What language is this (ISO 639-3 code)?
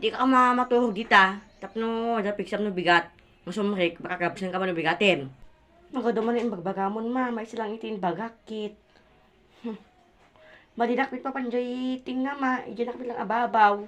ilo